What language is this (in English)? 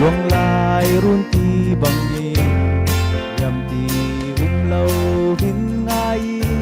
Falam Chin